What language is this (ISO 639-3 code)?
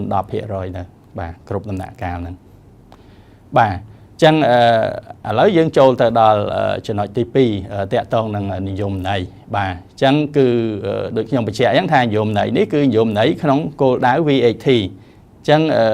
khm